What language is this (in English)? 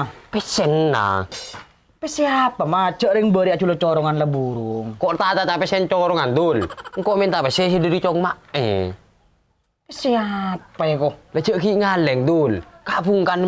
Madurese